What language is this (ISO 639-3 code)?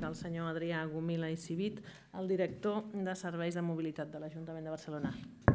cat